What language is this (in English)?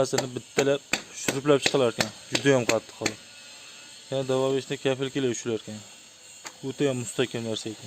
Uzbek